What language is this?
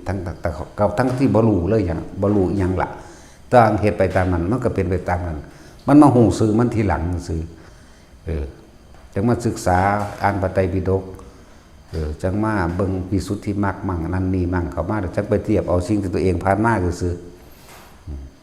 Northeastern Thai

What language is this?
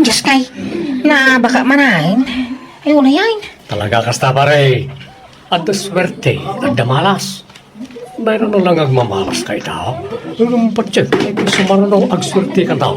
Iloko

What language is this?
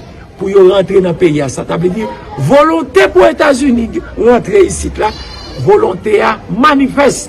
Haitian Creole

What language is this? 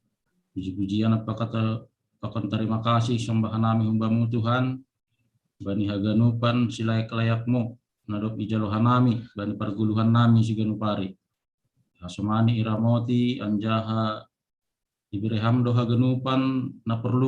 Batak Simalungun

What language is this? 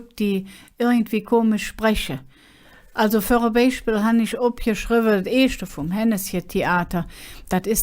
Colognian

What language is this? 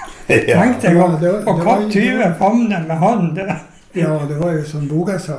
Norwegian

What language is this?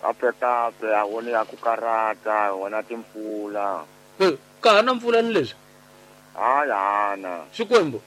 Tsonga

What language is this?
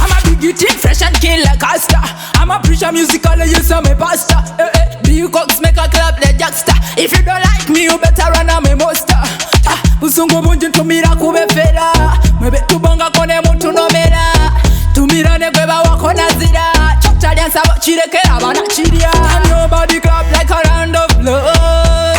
Soga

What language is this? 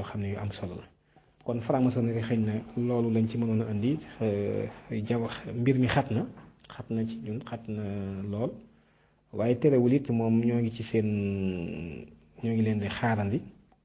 Wolof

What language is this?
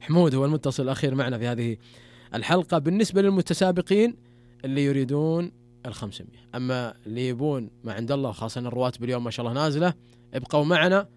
Najdi Arabic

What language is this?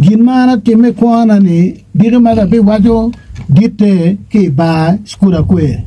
Acoli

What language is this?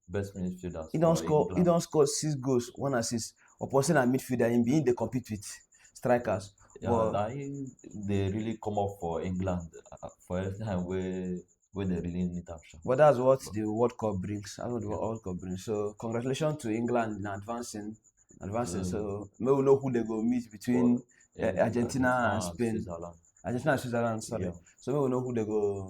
Nigerian Pidgin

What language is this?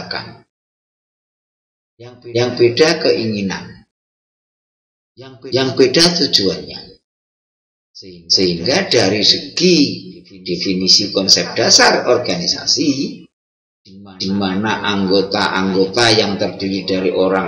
Indonesian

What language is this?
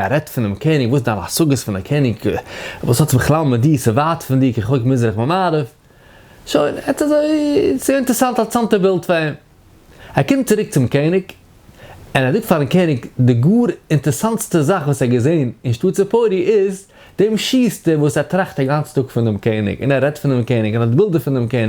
Yiddish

